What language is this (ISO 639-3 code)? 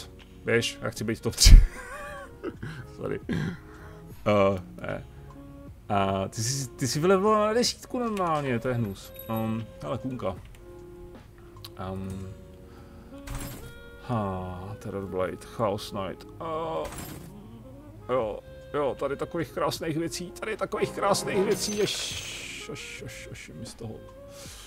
ces